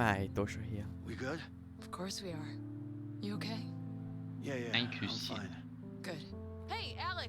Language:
Bavarian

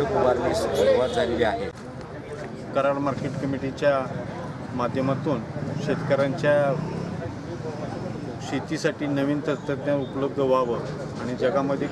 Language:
Marathi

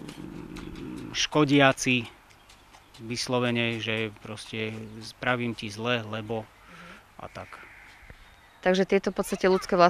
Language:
Slovak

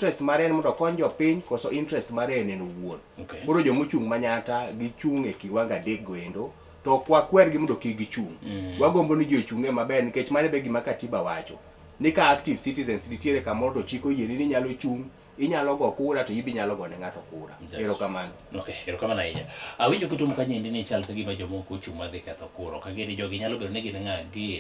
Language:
Luo (Kenya and Tanzania)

